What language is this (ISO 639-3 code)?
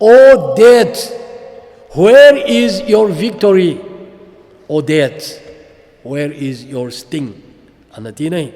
tcz